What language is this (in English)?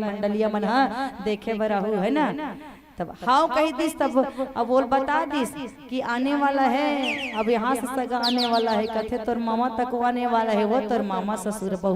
Chhattisgarhi